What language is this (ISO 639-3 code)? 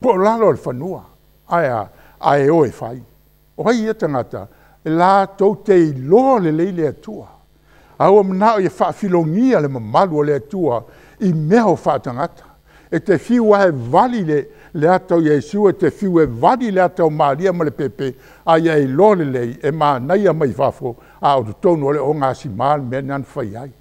smo